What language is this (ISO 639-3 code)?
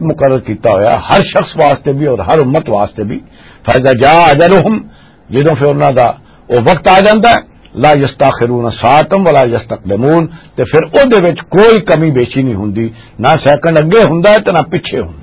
lah